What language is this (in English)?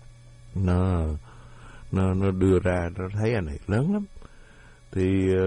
Vietnamese